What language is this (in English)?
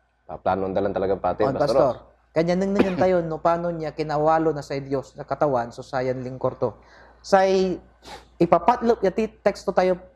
Pangasinan